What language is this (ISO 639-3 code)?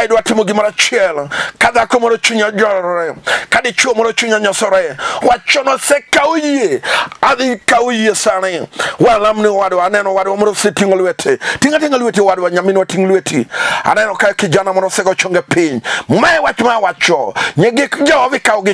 luo